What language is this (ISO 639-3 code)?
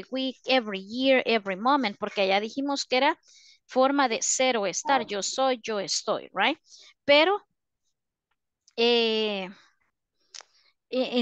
spa